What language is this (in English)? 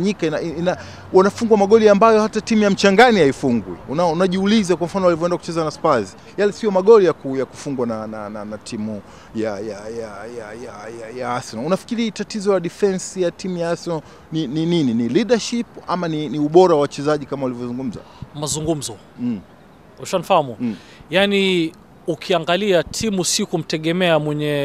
Swahili